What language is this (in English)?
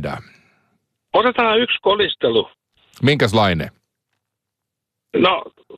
Finnish